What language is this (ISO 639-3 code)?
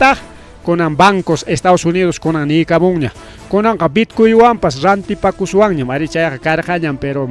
quy